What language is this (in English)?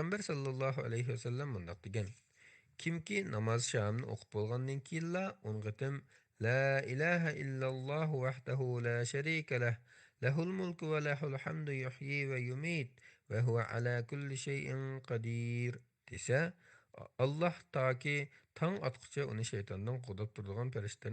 Uyghur